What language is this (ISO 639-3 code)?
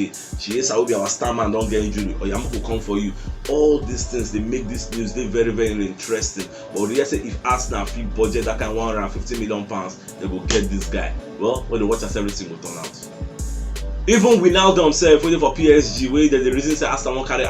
pcm